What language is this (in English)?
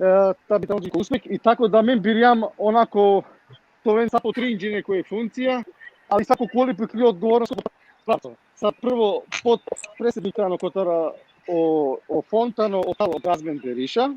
Balkan Romani